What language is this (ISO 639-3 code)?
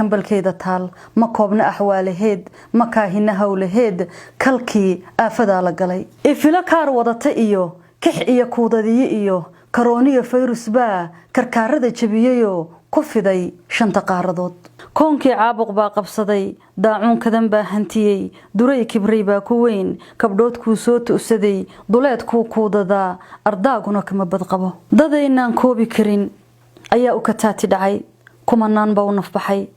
som